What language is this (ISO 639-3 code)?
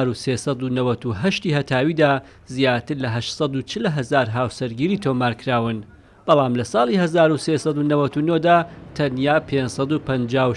ckb